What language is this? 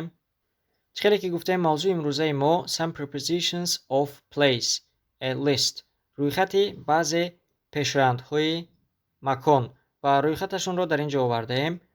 Tajik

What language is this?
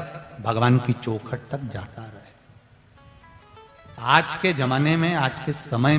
Hindi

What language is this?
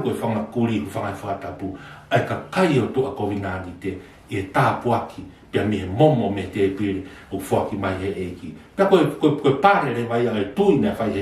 Tongan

